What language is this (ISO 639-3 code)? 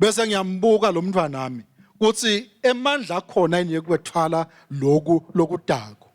ssw